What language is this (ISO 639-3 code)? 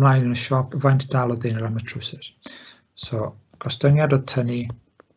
cym